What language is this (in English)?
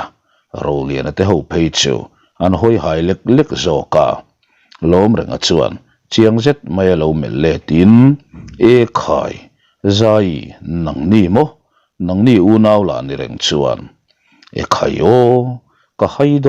Mizo